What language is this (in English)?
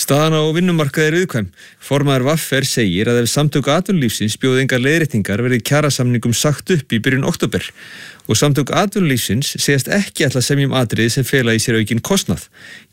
Icelandic